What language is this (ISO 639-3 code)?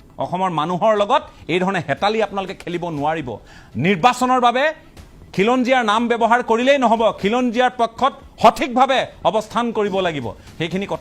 asm